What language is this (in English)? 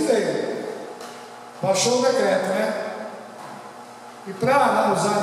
Portuguese